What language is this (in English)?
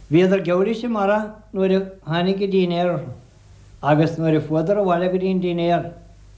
Irish